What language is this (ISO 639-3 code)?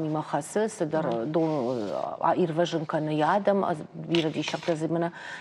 oss